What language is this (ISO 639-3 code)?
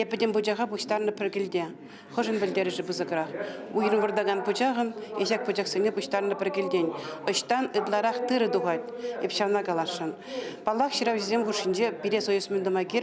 chv